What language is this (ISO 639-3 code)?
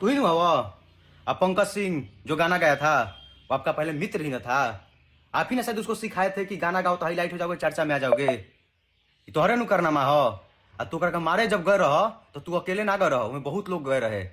bho